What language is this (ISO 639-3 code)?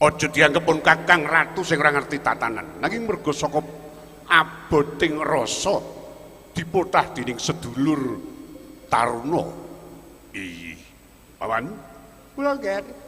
jav